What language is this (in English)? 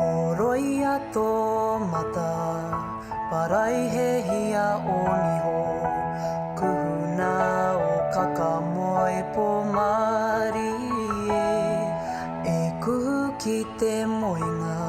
Māori